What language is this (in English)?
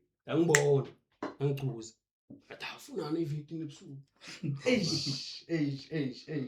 Zulu